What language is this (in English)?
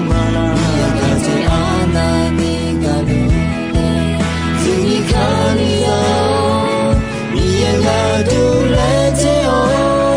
Akha